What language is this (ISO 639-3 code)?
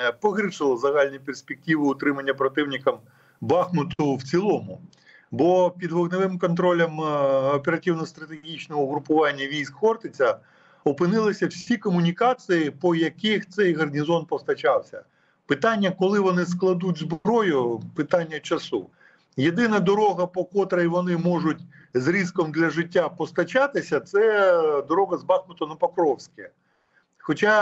ukr